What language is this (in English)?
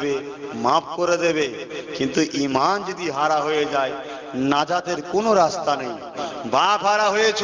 Bangla